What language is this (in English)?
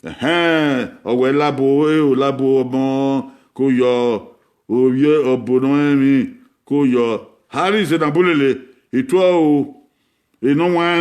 Bini